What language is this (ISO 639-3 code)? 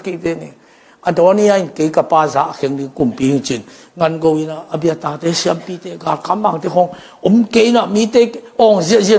ctd